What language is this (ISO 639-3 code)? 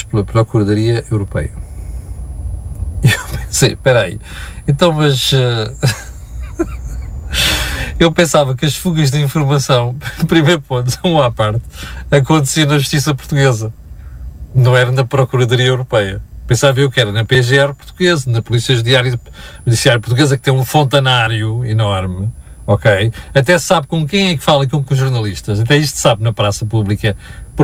por